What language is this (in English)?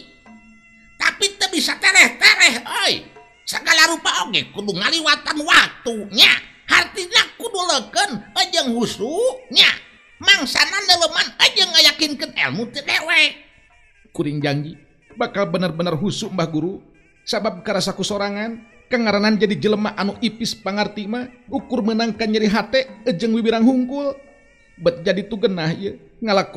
Sundanese